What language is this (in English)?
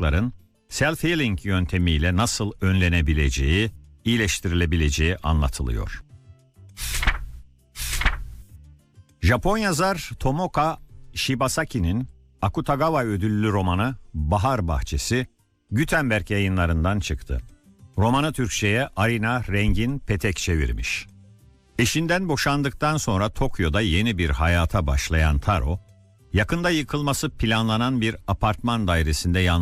Turkish